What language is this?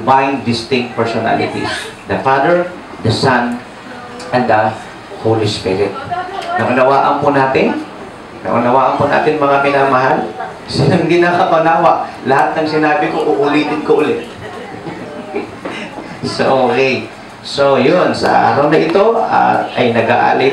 Filipino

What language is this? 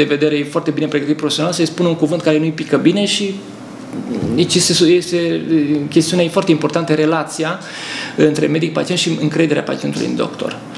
Romanian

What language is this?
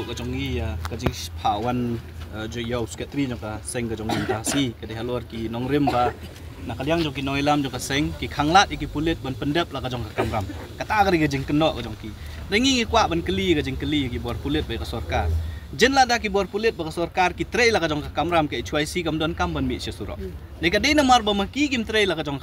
Khasi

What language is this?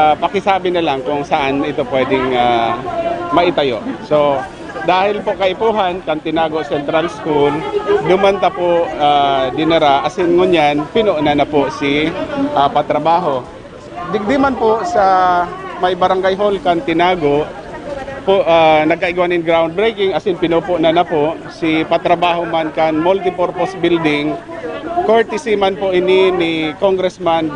Bikol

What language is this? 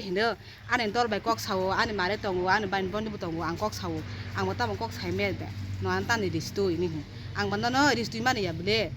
Kok Borok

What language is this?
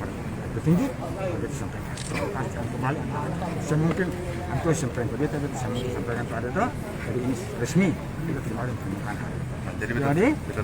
Ambonese Malay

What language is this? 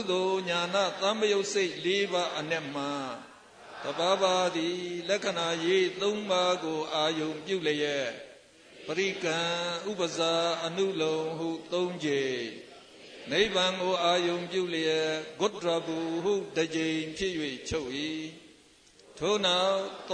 Burmese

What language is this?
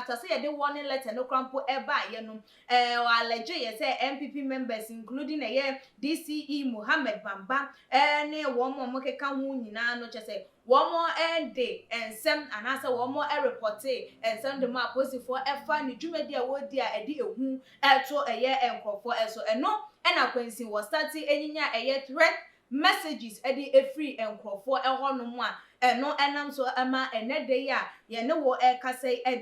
Akan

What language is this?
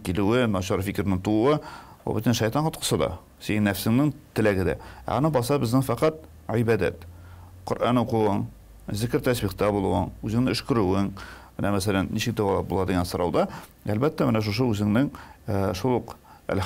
Tatar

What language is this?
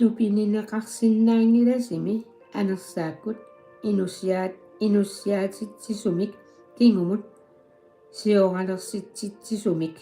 Kalaallisut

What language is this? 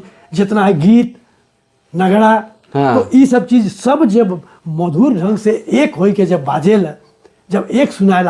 Sadri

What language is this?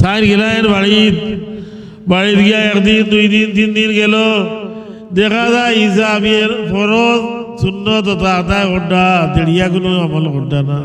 Sylheti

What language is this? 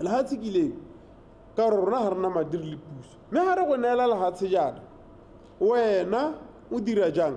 Tswana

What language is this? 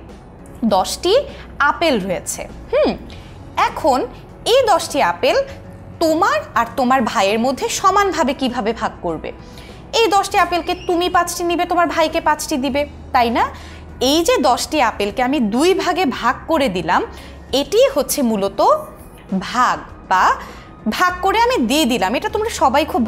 Bangla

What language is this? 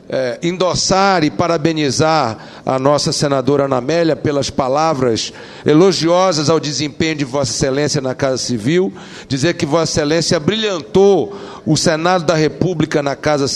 Portuguese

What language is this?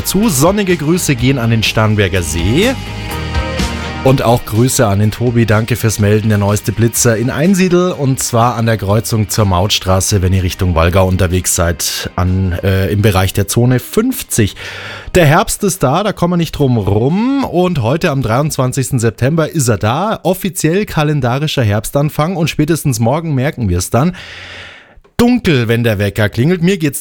German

